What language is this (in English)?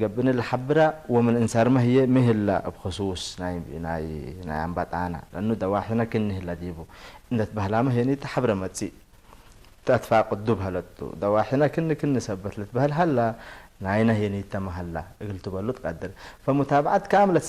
Tigre